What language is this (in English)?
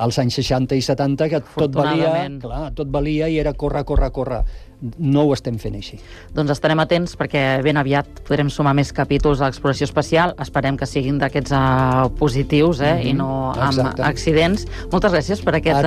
Catalan